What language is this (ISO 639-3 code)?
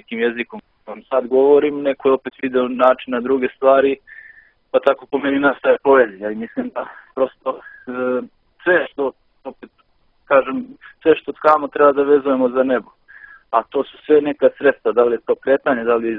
srp